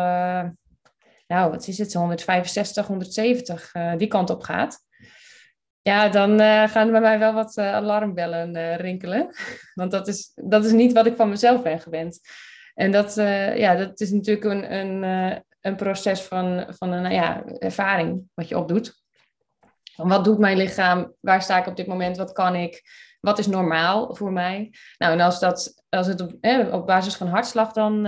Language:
Dutch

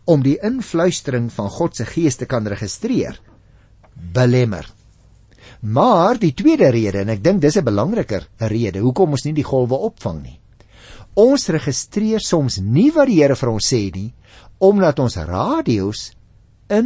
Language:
Afrikaans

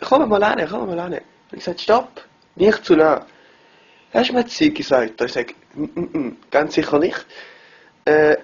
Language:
Swiss German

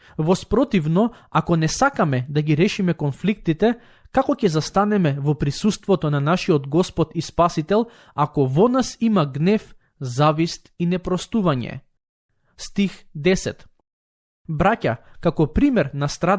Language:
Macedonian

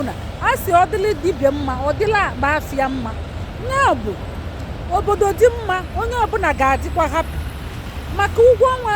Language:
Igbo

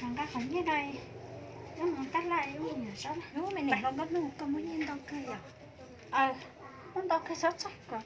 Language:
Hmong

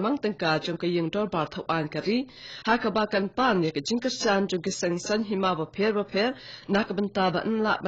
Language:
Khasi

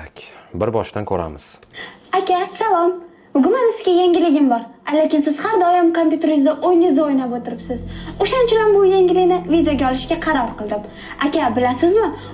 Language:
Uzbek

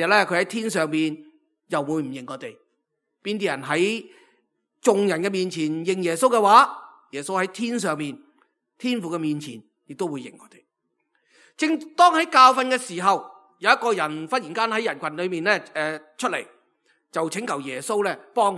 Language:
Cantonese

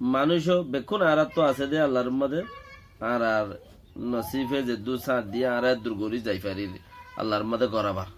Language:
Rohingya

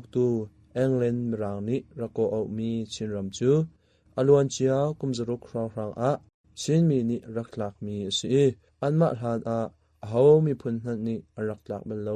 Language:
Hakha Chin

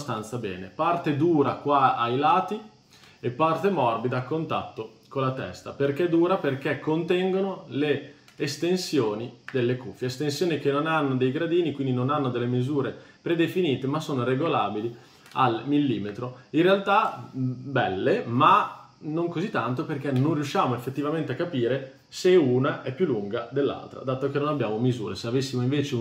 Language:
Italian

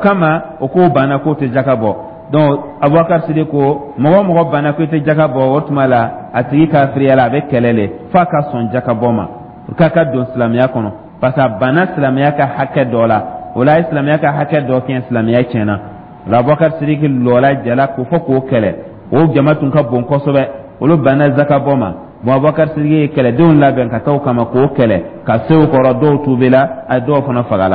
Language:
Dyula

